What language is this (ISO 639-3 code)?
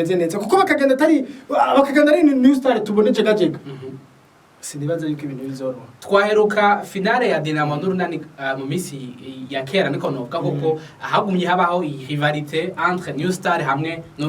run